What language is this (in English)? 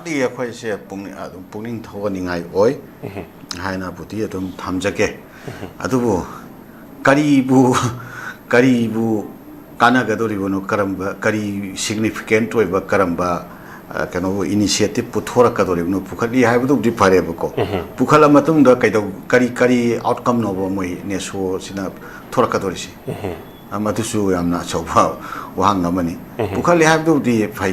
Manipuri